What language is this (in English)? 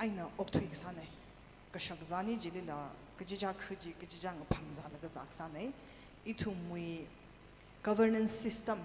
Tangkhul Naga (India)